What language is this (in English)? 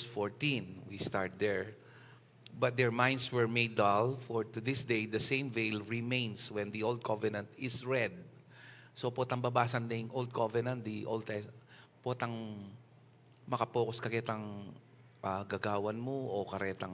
Pampanga